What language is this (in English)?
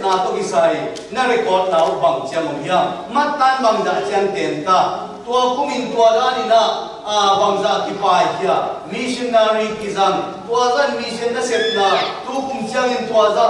Tedim Chin